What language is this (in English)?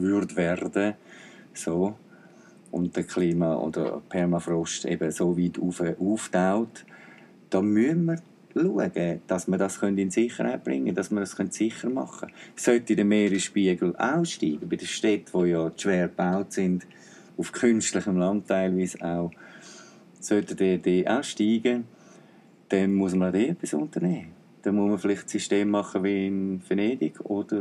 Swiss German